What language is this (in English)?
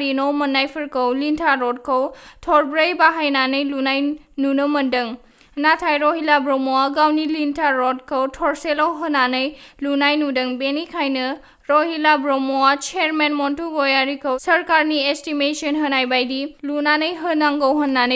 Bodo